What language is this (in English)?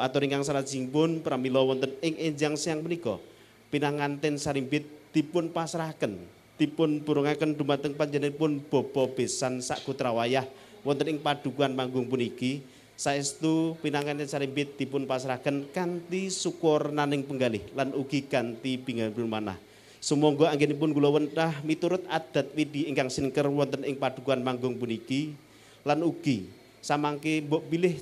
Javanese